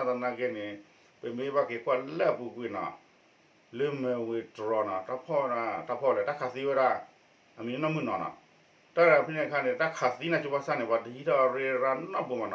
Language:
S'gaw Karen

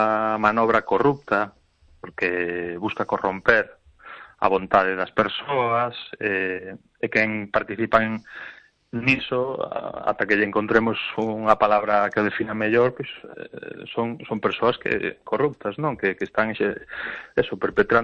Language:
Galician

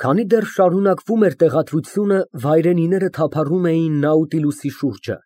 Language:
Armenian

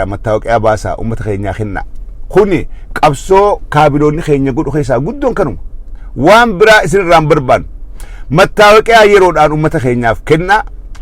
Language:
Oromo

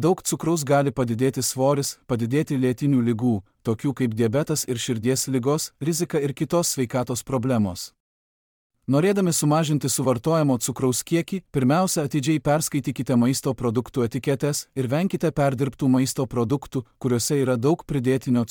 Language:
Lithuanian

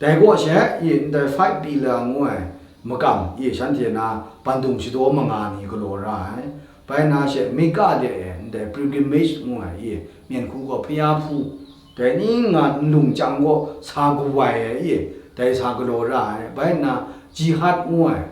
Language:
Kachin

